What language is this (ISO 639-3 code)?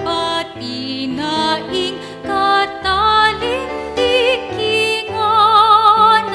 pam